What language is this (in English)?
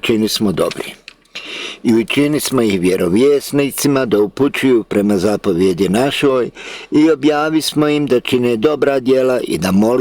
Bosnian